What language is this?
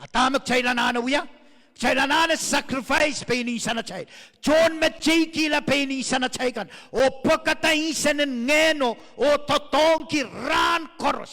Pohnpeian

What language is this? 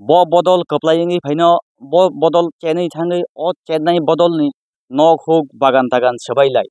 Kok Borok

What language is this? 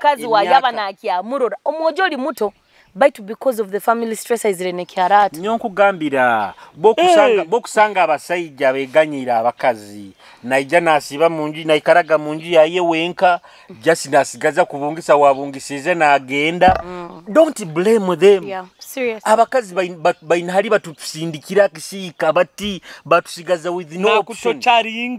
Nyoro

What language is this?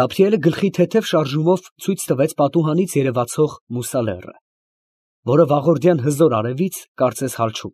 Armenian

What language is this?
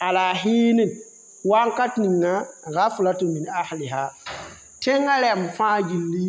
Mossi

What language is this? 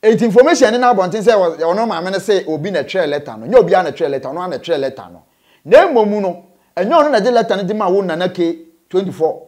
Akan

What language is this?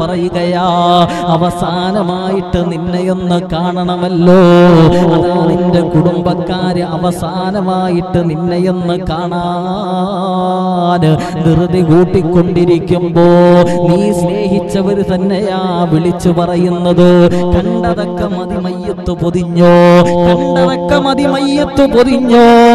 Malayalam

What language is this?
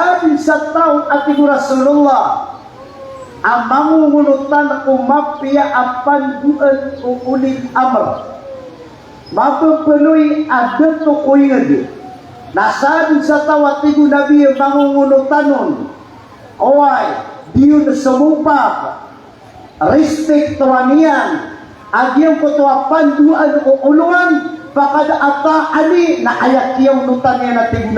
Maranao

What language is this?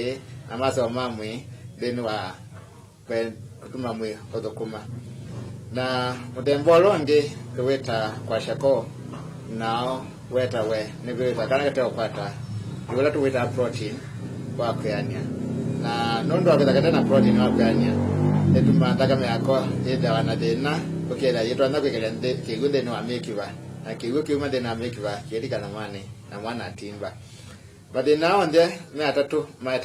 Kamba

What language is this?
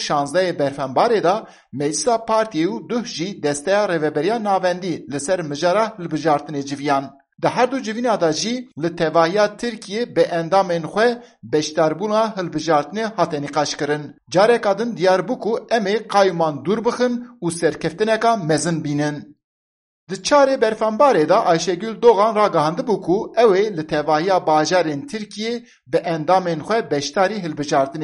Kurdish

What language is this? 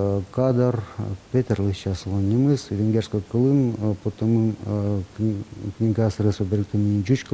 Udmurt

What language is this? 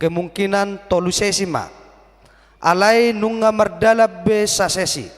Batak Toba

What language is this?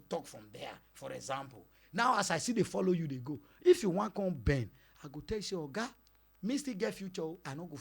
Nigerian Pidgin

